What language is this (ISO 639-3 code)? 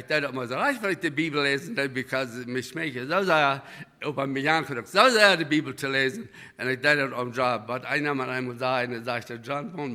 pdt